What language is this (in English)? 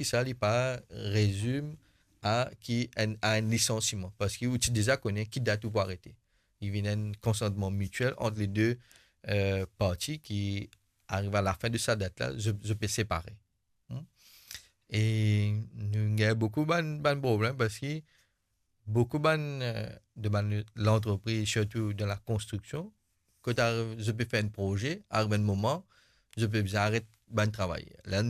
Morisyen